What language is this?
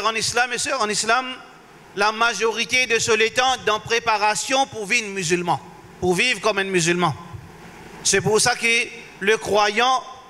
Morisyen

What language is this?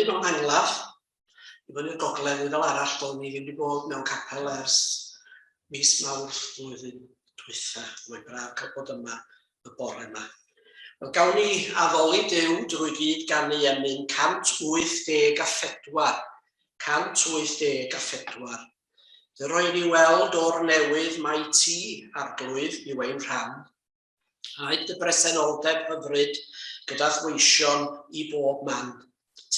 Welsh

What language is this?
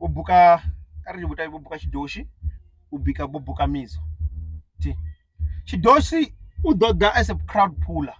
Venda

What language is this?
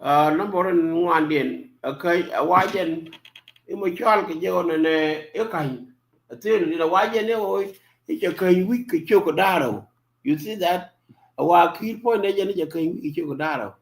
Nuer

